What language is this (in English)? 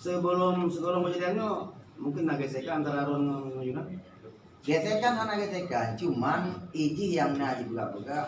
Achinese